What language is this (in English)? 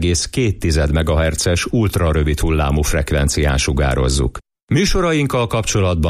Hungarian